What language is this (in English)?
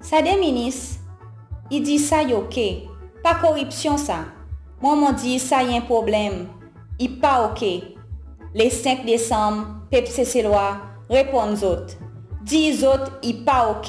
Seselwa Creole French